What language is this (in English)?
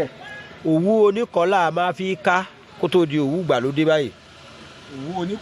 Yoruba